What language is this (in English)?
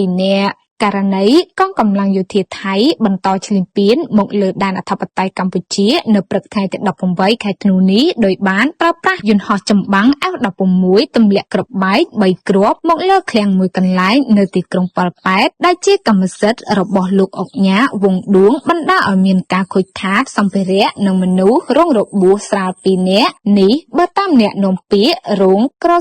Khmer